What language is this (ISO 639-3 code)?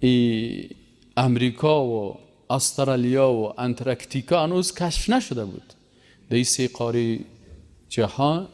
fas